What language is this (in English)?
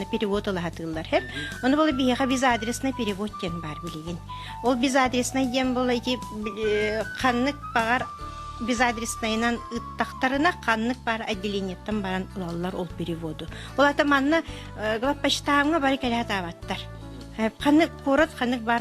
Yakut